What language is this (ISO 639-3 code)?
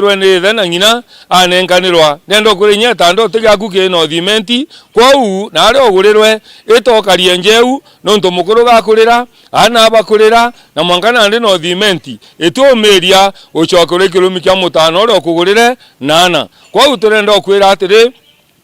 mer